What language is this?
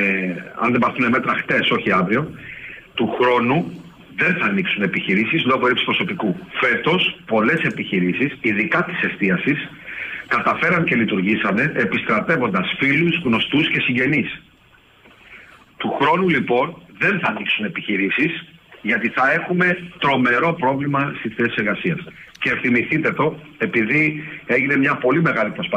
Greek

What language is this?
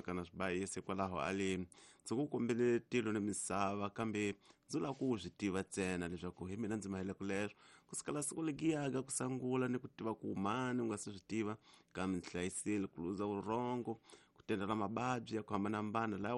Tsonga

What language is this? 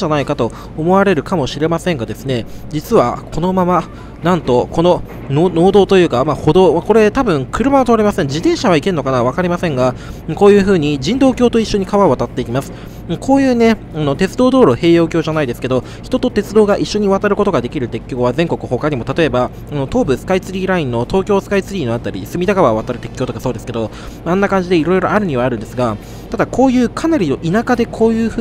Japanese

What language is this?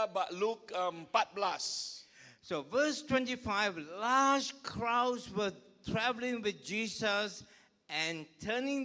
Iban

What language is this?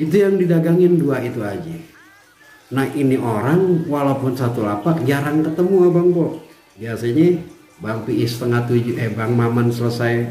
Betawi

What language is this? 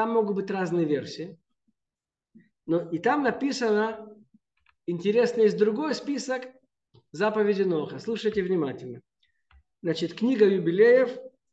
Russian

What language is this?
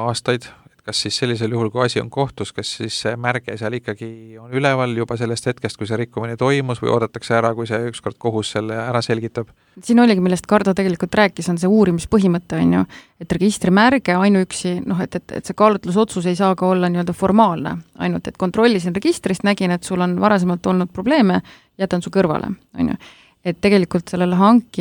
Estonian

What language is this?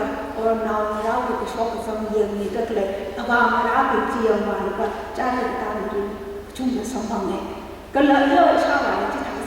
Tangkhul Naga (India)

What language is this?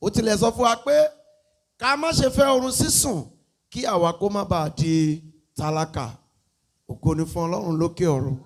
Yoruba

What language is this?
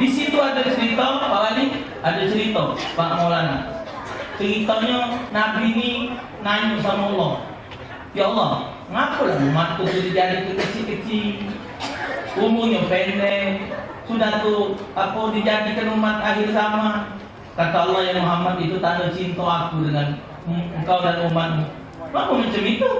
Musi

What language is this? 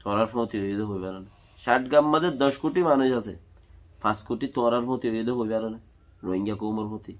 Rohingya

